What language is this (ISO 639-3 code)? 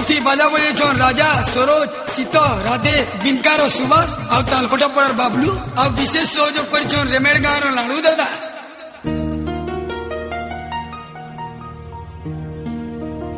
spv